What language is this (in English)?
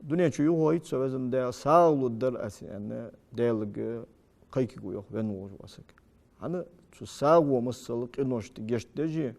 Ingush